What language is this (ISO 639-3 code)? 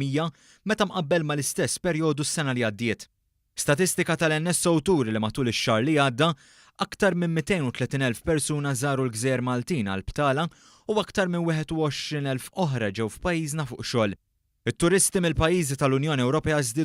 mlt